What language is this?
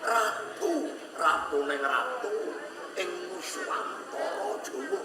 Javanese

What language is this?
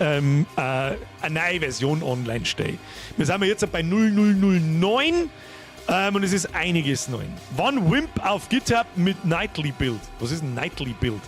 Bavarian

